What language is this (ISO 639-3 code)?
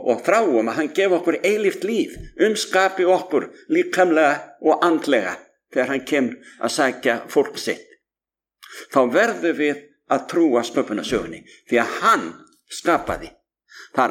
isl